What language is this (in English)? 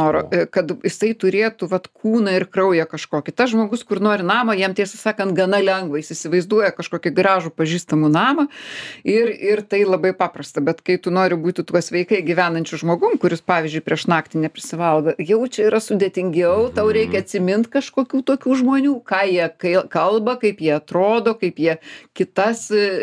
Lithuanian